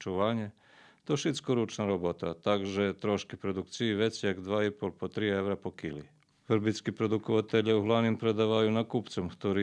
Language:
Rusyn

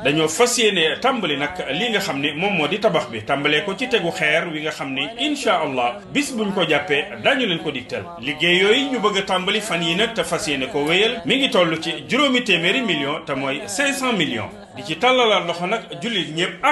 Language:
Wolof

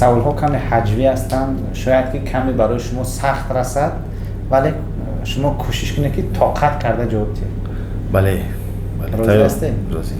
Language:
Tajik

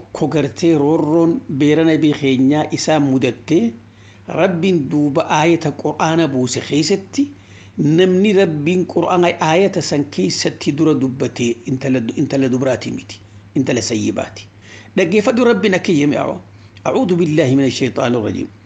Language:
Oromo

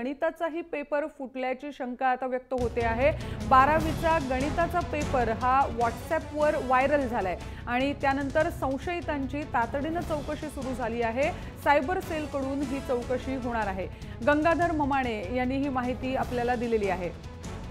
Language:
Marathi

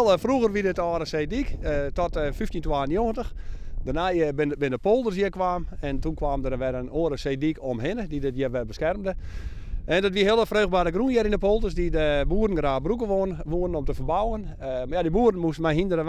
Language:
Western Frisian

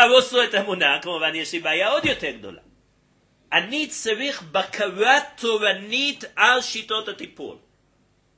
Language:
Hebrew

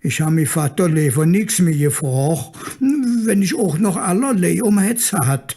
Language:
Colognian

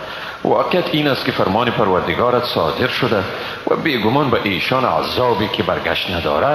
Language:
Persian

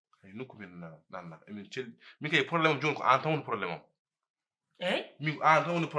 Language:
Fula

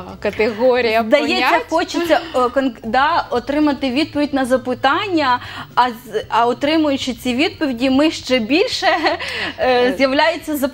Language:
Ukrainian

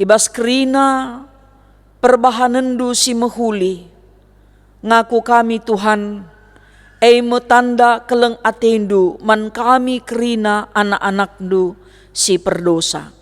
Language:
Batak Karo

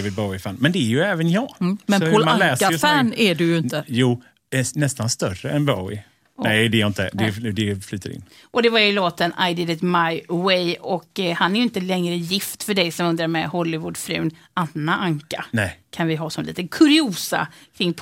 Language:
Swedish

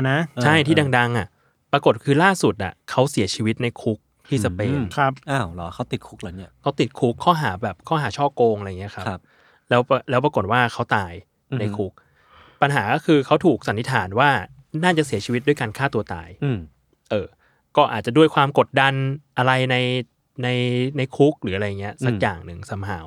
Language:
Thai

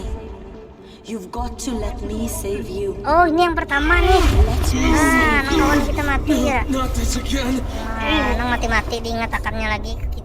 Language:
Banjar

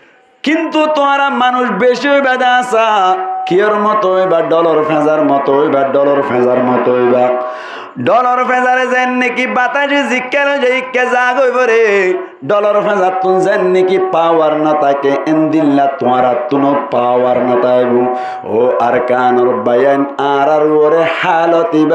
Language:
Rohingya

